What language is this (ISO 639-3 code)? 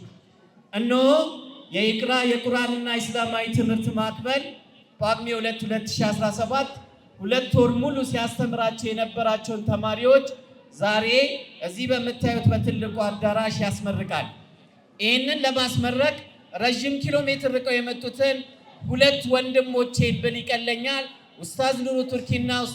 amh